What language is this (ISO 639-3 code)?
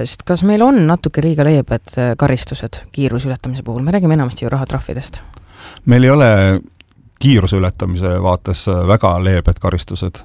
est